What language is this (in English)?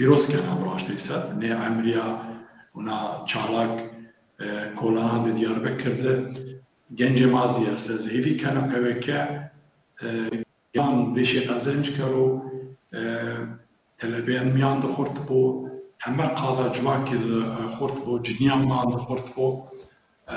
Zaza